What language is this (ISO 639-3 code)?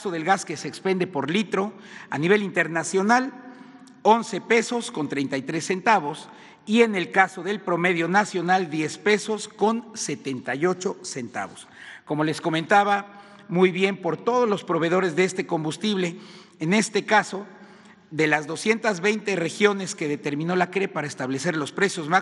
spa